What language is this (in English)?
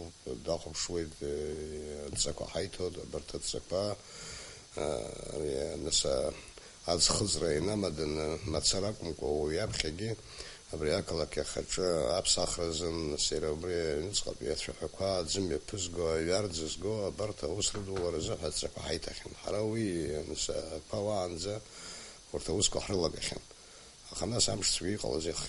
Abkhazian